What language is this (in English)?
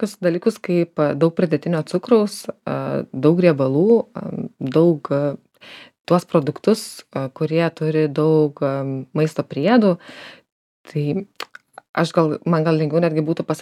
Lithuanian